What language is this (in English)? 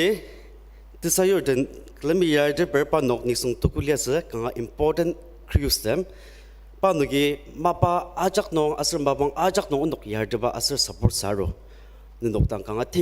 Ao Naga